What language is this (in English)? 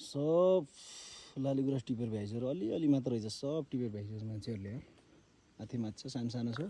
Nepali